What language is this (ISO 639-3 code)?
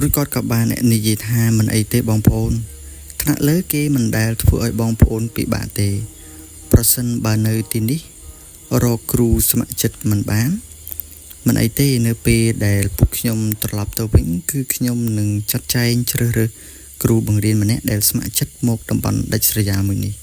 khm